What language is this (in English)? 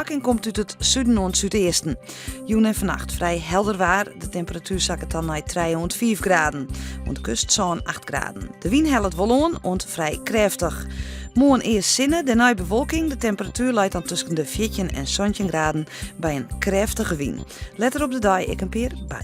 Western Frisian